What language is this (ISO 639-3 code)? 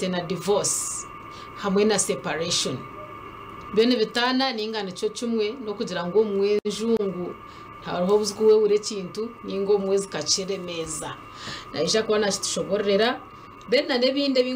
nyn